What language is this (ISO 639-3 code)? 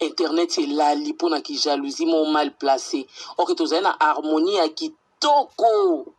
lin